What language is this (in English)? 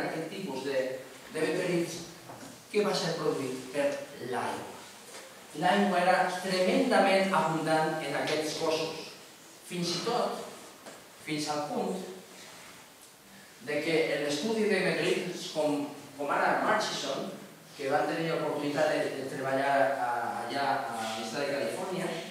Catalan